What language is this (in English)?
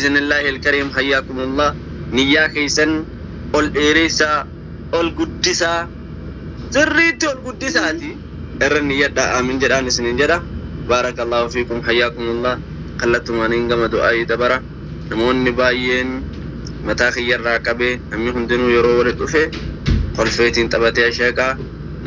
Oromo